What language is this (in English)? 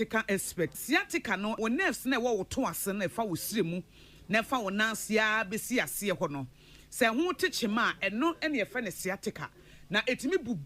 Akan